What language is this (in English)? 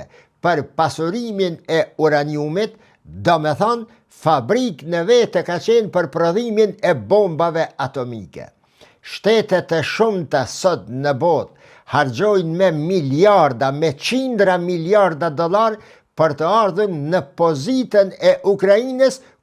Albanian